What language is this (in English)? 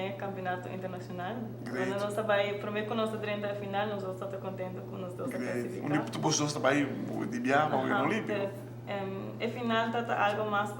Papiamento